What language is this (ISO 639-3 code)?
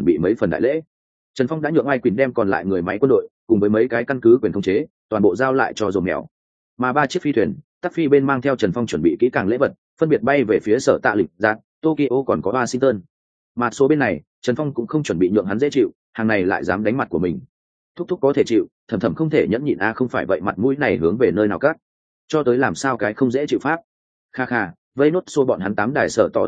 vie